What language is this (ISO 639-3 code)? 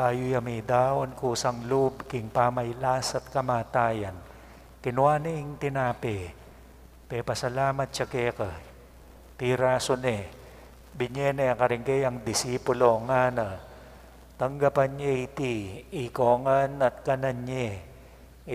pam